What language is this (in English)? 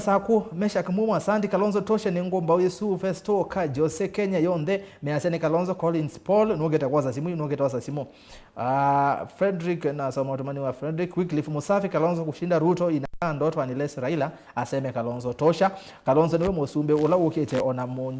Kamba